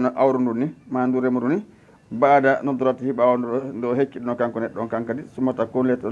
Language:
Fula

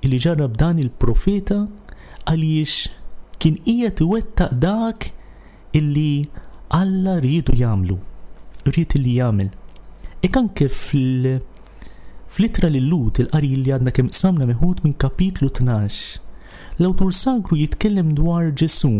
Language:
Maltese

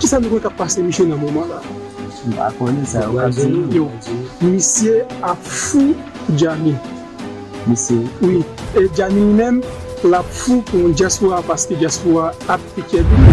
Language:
Haitian Creole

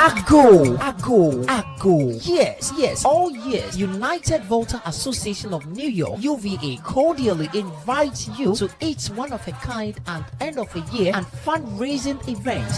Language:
Ewe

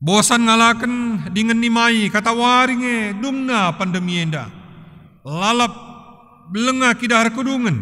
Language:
Batak Karo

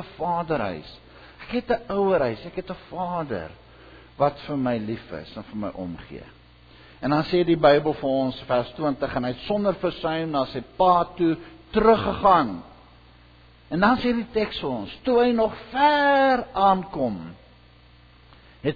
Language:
Afrikaans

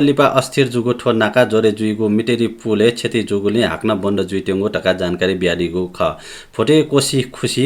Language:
Newari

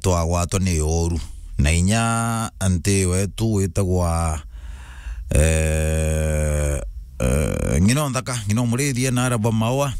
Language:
Meru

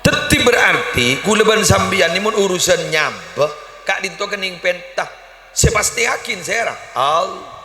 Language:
Madurese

